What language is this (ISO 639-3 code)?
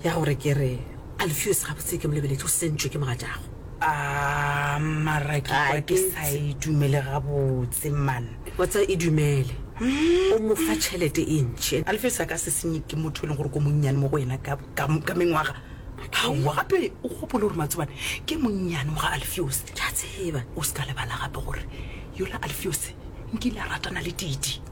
nso